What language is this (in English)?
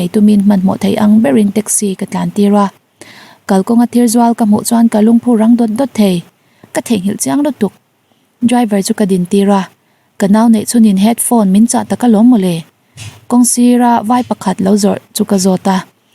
Mizo